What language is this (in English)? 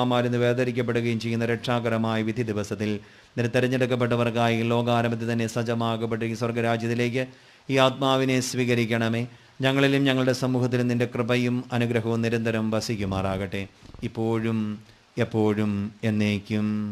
Malayalam